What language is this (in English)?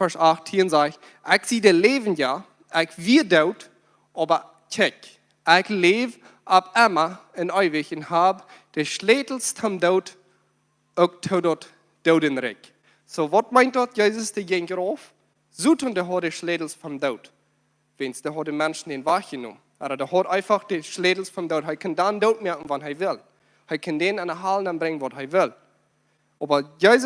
Plautdietsch